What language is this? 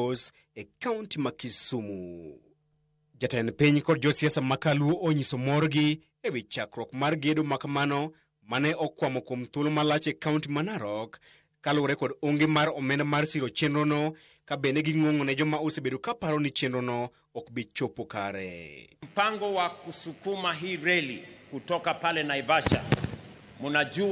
Luo (Kenya and Tanzania)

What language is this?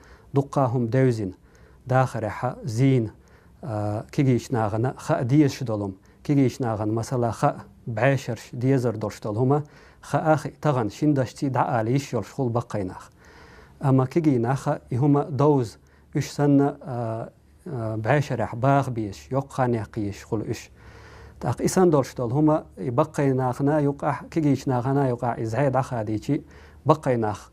Chechen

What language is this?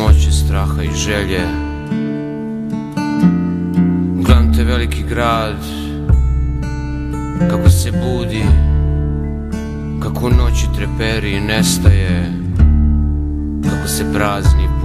Serbian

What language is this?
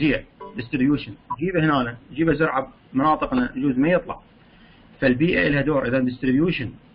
Mesopotamian Arabic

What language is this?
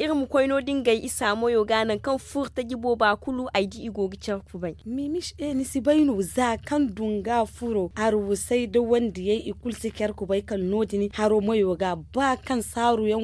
Zarma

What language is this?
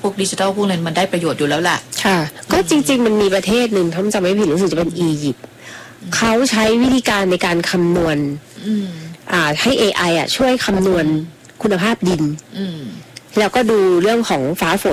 Thai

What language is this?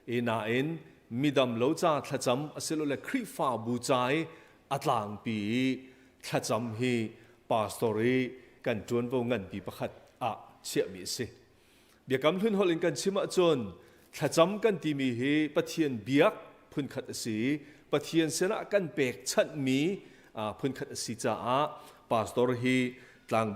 Hakha Chin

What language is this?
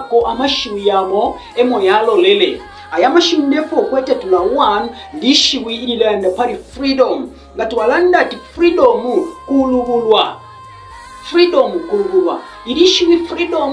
Bemba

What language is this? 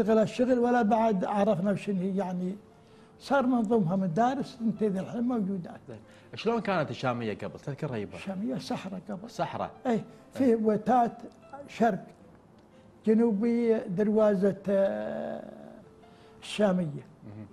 Gulf Arabic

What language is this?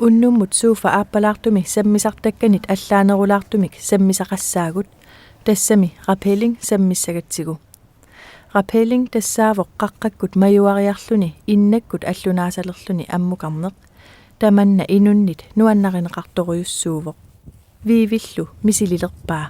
Kalaallisut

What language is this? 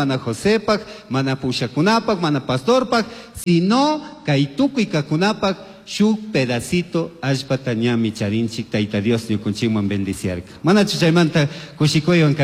Chimborazo Highland Quichua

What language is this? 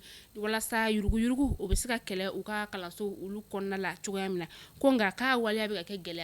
Bambara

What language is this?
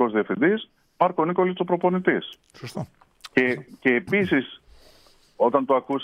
Greek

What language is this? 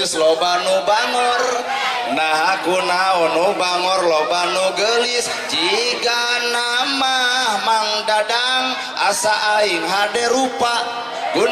Sundanese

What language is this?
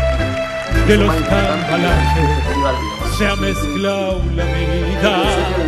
Spanish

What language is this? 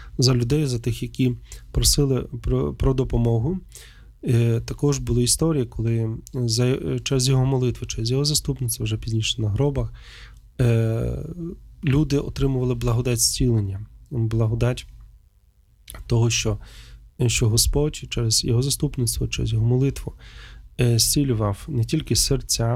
Ukrainian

